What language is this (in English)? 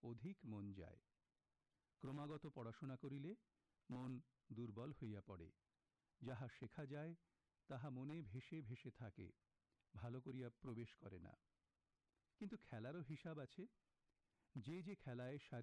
Bangla